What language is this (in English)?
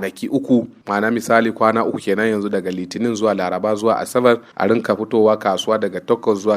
Hausa